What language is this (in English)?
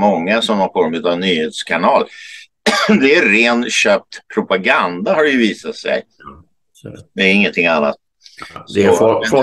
Swedish